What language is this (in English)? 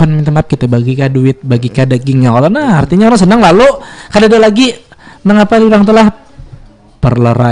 Banjar